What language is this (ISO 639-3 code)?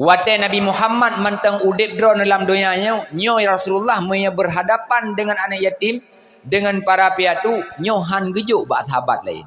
ace